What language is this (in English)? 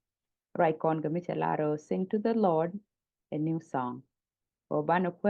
Nuer